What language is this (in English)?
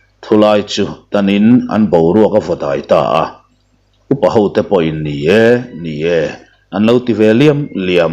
Mizo